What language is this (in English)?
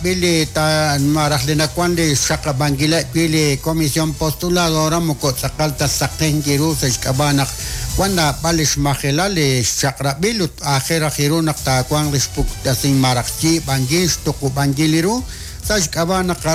Kekchí